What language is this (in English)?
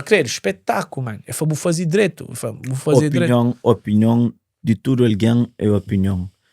Kabuverdianu